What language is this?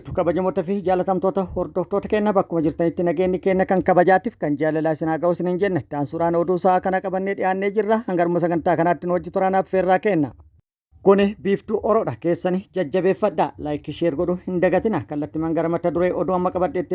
Oromo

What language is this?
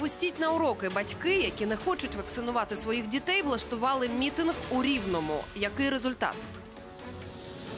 Ukrainian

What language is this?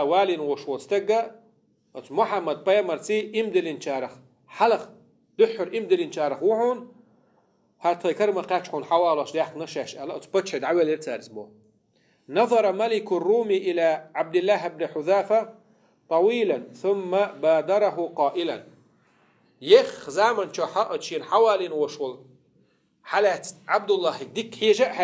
Chechen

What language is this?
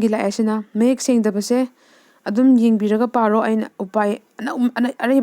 Manipuri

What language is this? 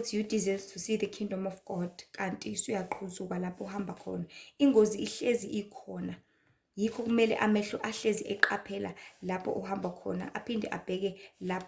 Zulu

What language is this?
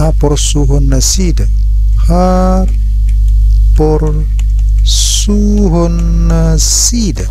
Batak Toba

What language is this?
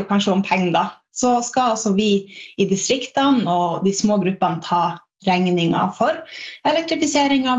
Norwegian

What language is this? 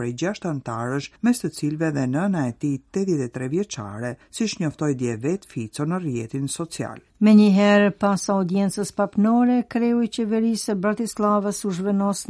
Albanian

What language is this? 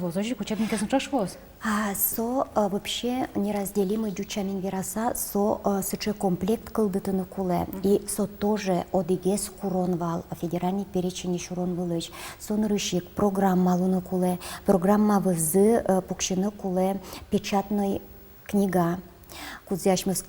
Udmurt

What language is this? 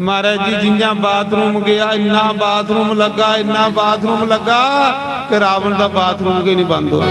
Dogri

